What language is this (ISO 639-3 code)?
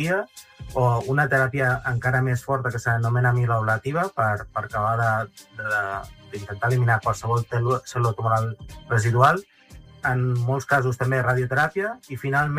cat